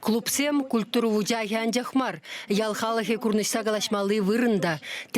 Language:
Chuvash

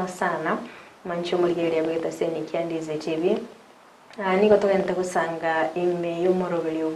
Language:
Gusii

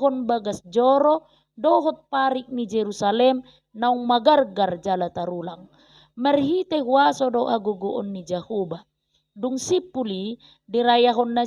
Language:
Batak Toba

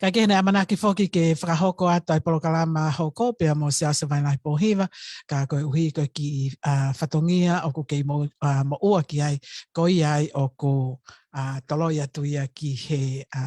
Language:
Tongan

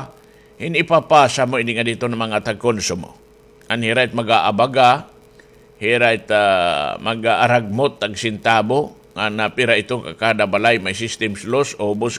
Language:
Waray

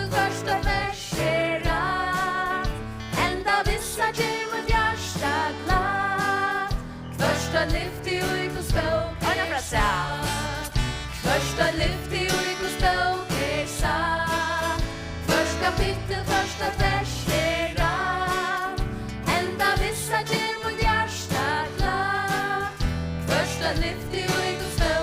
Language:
Faroese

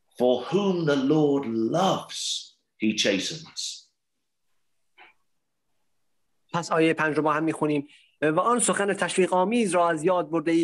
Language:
Persian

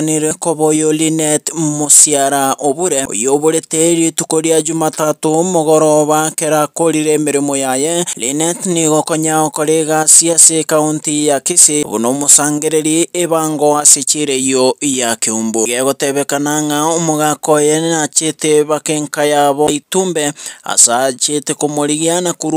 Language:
Gusii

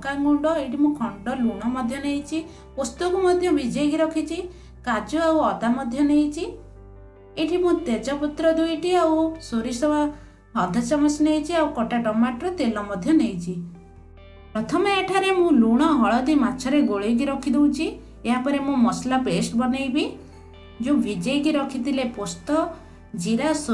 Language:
Odia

